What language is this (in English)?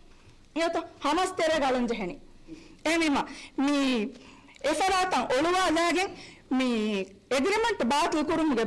Divehi